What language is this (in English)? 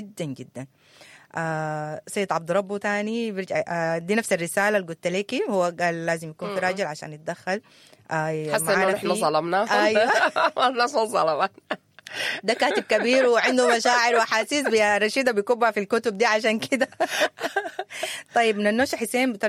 Sudanese Arabic